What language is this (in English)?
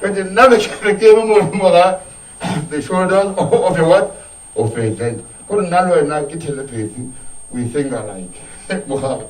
Northern Sotho